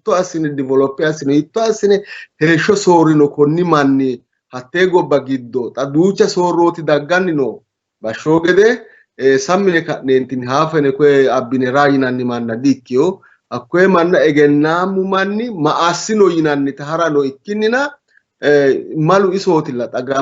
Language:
Sidamo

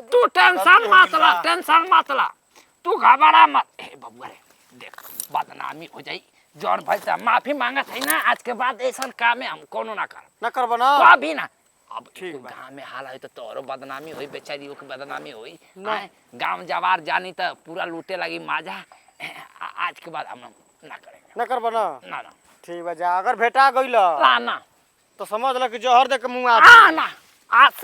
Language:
Bhojpuri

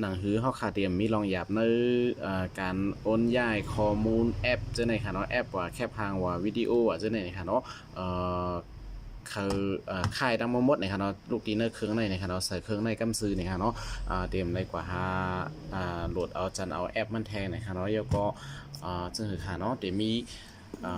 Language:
Shan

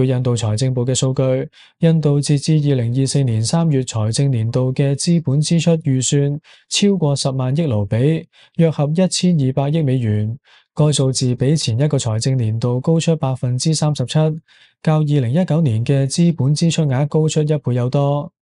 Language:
Cantonese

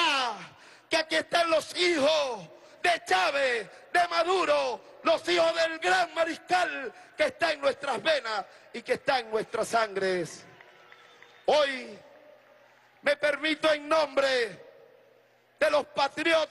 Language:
Spanish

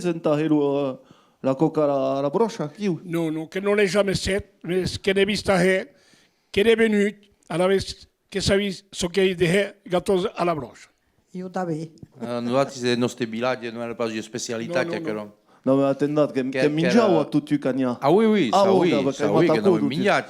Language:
Occitan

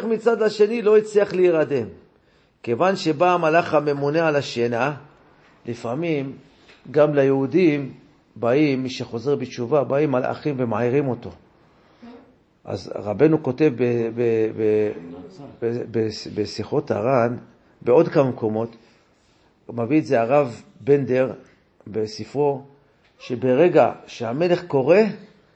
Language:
Hebrew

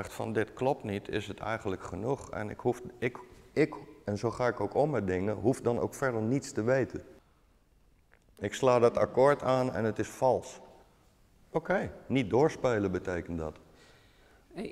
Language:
Dutch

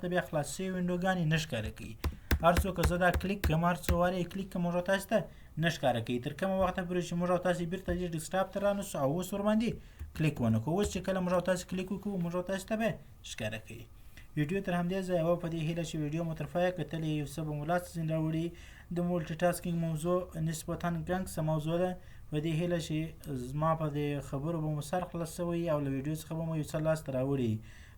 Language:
Pashto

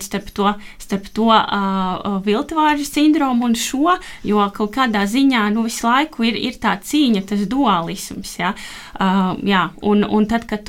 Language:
Latvian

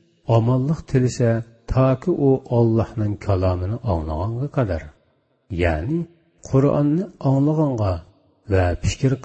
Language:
Uyghur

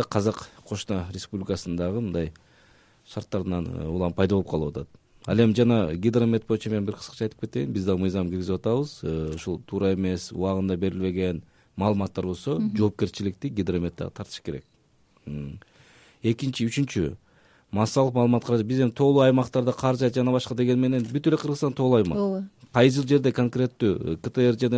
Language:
Kyrgyz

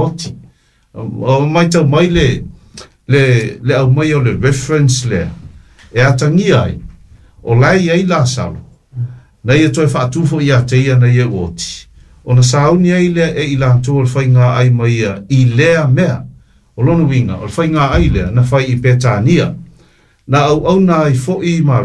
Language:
Samoan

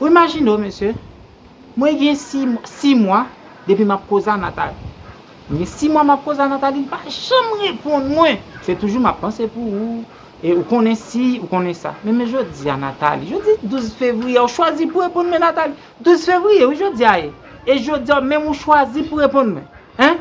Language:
Haitian Creole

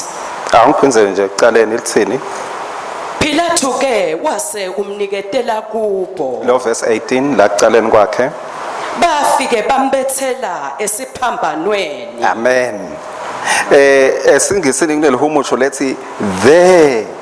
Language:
Swati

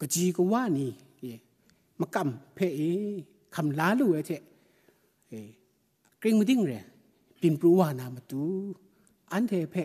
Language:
Kachin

